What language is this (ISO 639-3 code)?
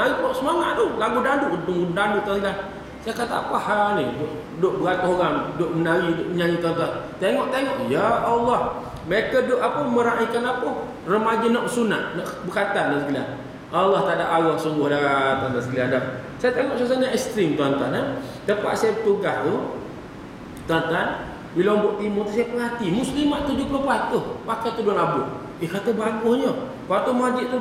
msa